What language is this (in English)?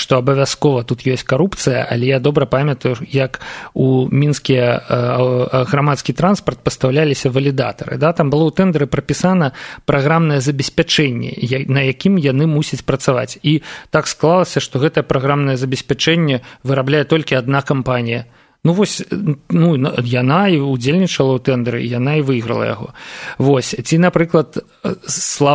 Belarusian